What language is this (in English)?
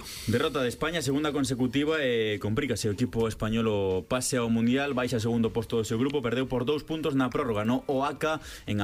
Galician